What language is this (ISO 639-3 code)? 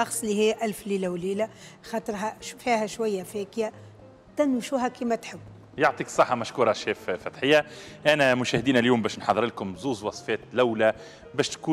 aeb